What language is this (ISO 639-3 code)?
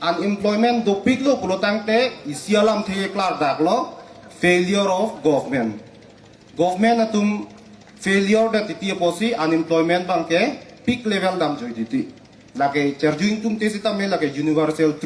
mjw